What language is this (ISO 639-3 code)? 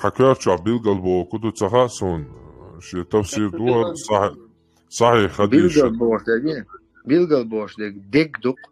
che